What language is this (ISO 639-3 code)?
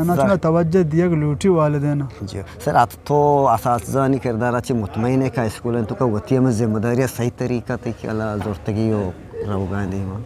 bgp